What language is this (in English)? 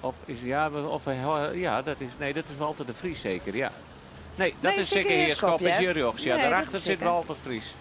Western Frisian